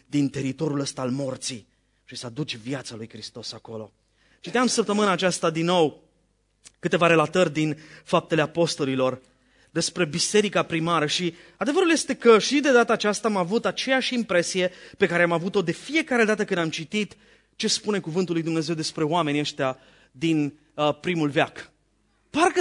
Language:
Romanian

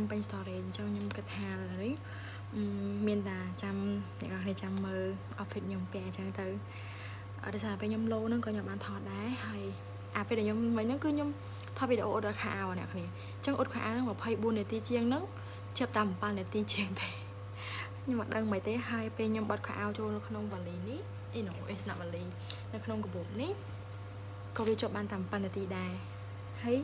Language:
Khmer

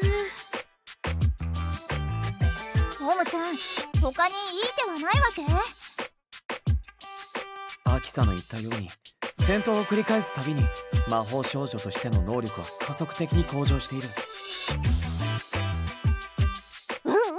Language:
Japanese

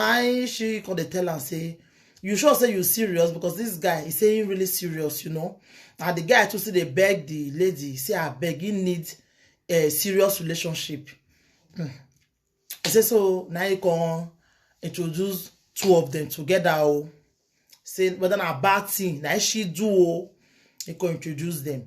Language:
Nigerian Pidgin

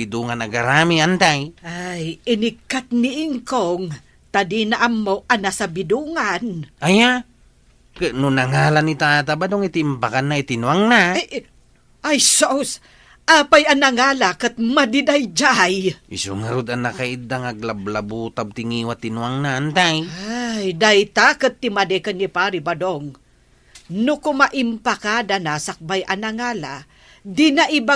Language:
Iloko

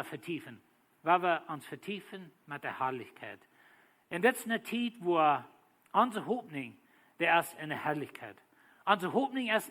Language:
Plautdietsch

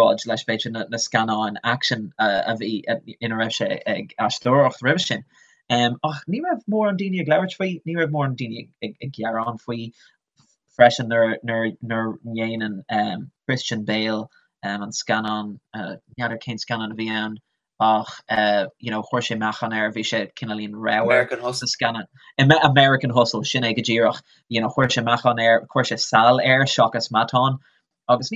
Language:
Irish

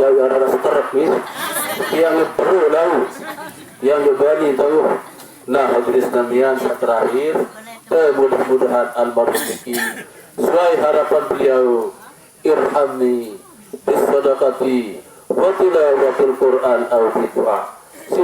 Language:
Sasak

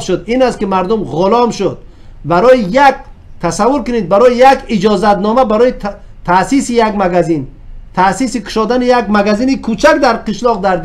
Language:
Tajik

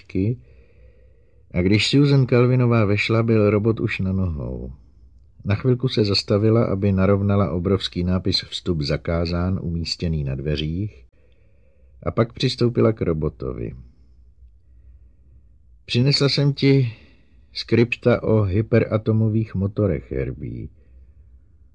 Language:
Czech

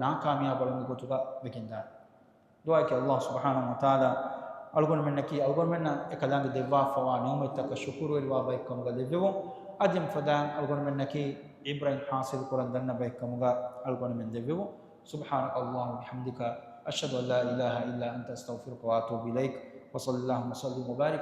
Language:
Divehi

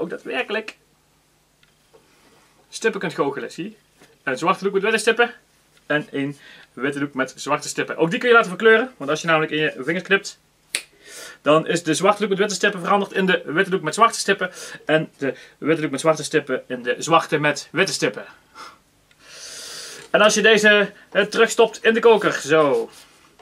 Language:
Dutch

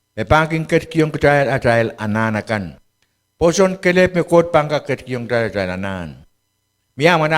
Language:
Pohnpeian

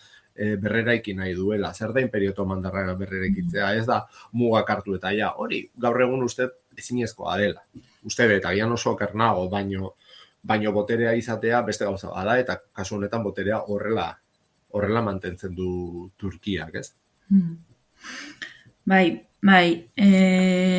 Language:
Basque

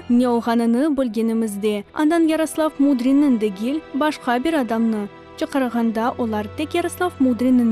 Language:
Crimean Tatar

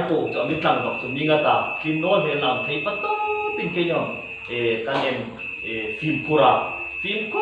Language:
Hmar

